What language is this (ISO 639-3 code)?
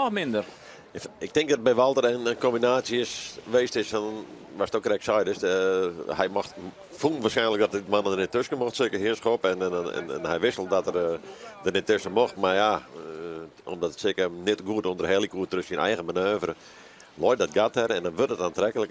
fry